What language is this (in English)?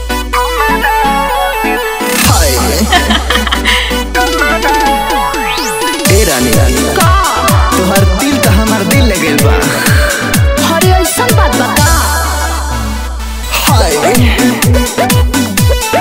Bhojpuri